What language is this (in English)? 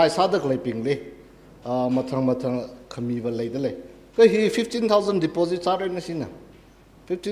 Tangkhul Naga (India)